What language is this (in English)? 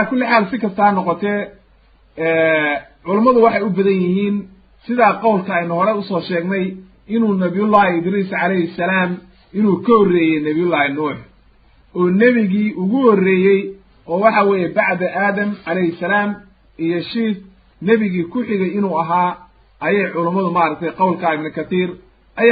Somali